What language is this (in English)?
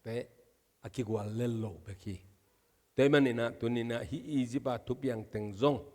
Tedim Chin